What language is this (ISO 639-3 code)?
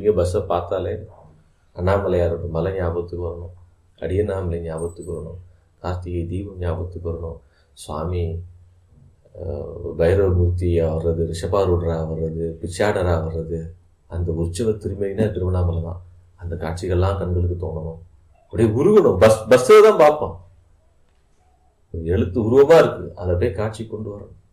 tam